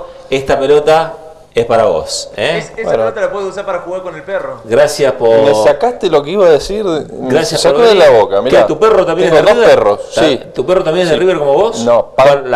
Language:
Spanish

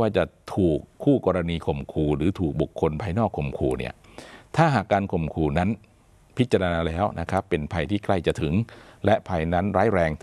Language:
Thai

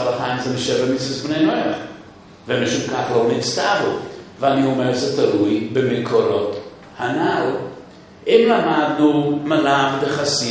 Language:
Hebrew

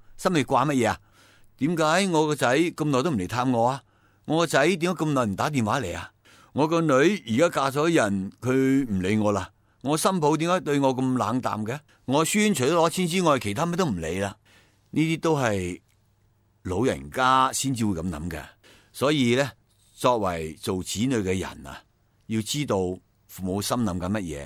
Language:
Cantonese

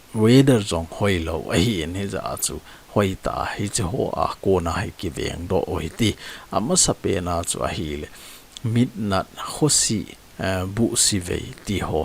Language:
Thado Chin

